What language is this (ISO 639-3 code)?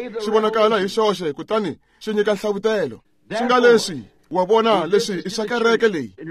tso